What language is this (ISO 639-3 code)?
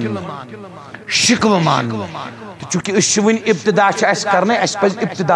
kas